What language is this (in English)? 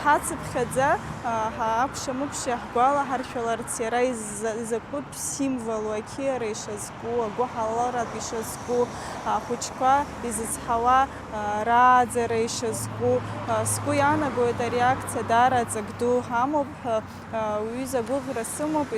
Abkhazian